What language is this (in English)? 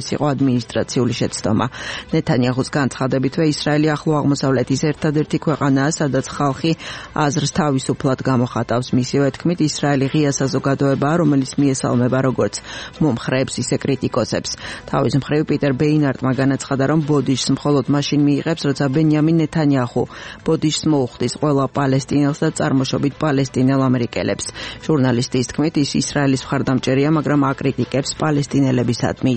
Georgian